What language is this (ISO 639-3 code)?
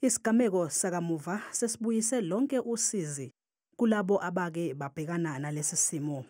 zul